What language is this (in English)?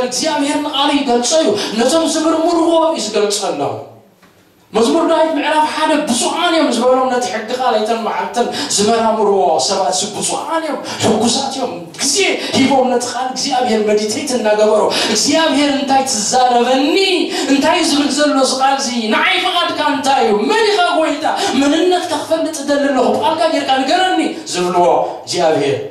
Tigrinya